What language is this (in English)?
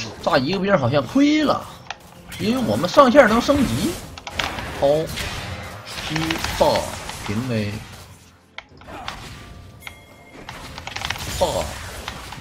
Chinese